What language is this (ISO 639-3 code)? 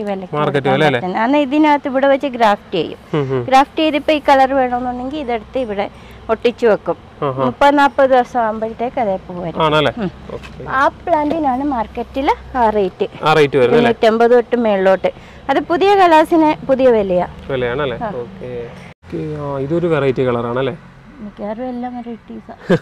mal